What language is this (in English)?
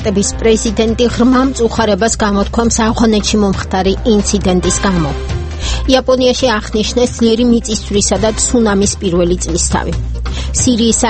Georgian